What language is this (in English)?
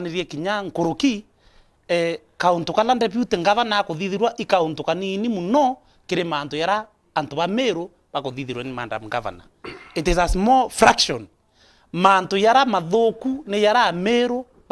Meru